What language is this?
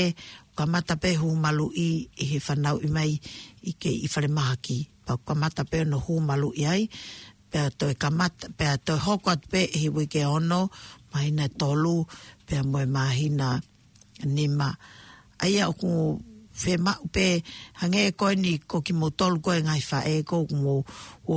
Tongan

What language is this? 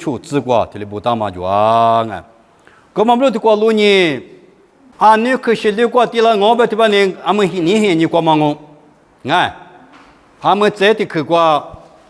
Lisu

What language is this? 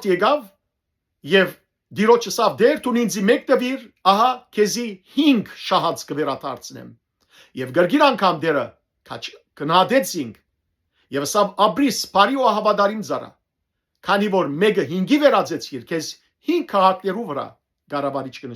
Western Armenian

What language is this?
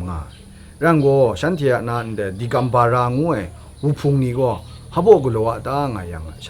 Kachin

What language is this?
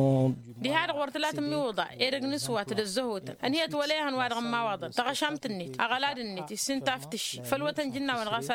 Tamasheq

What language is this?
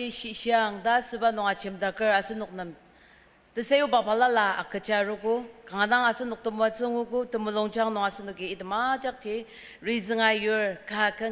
Ao Naga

